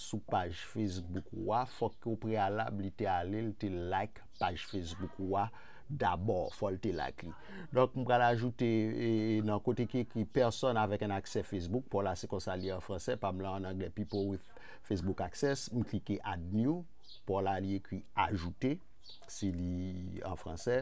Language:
Haitian Creole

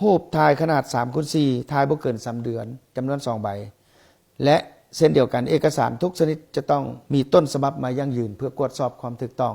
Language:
Lao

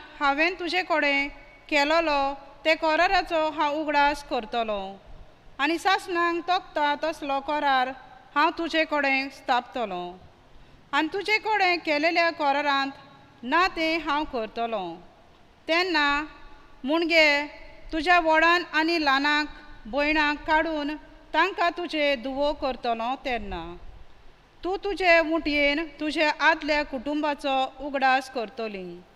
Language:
Konkani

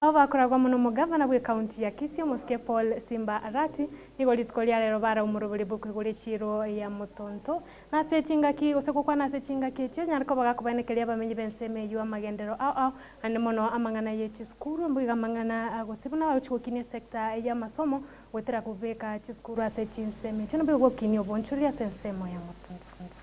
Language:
Gusii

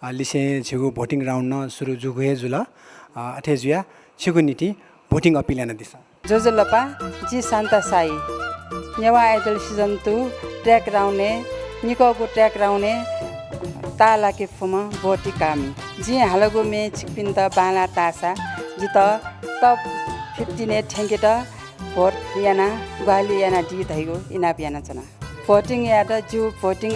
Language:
Newari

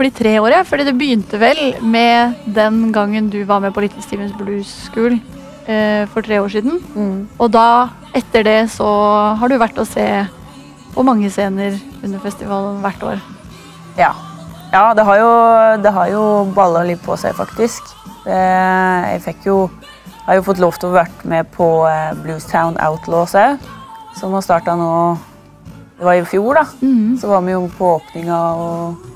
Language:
Norwegian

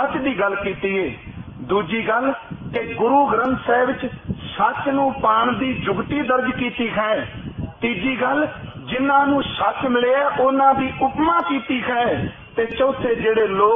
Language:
Punjabi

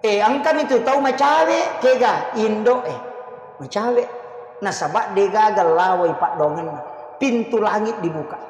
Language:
Buginese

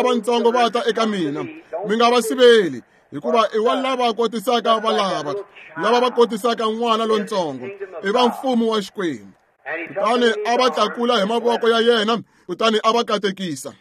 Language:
Tsonga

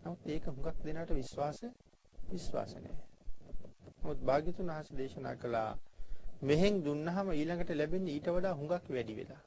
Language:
Sinhala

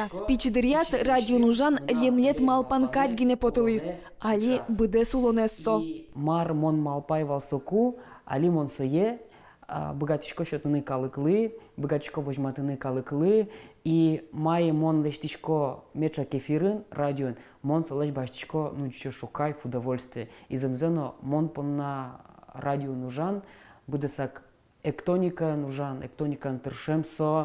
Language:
Udmurt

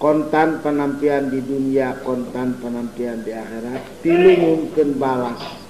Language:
Sundanese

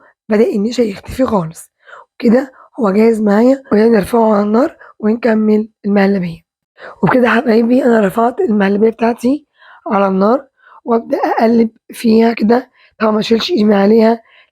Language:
Egyptian Arabic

